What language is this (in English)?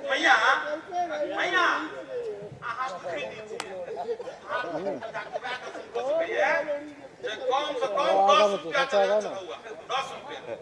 Maithili